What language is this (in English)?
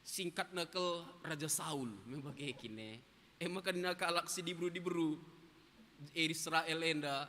Batak Karo